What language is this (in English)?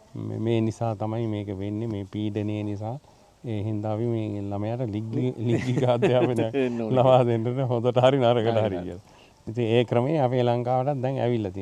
Sinhala